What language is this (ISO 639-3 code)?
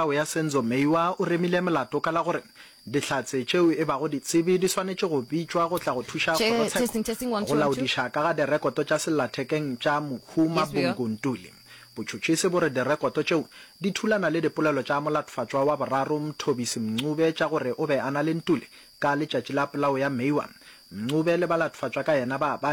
nso